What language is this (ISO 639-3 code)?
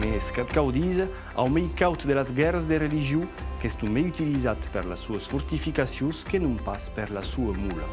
oci